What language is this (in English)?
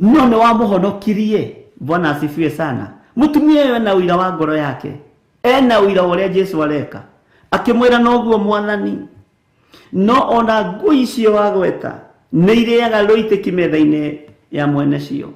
Kikuyu